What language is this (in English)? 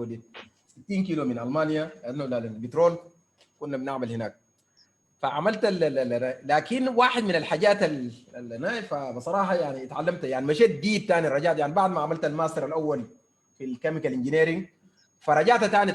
Sudanese Arabic